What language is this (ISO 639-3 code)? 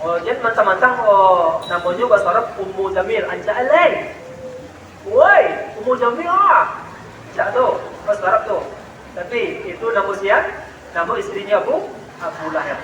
min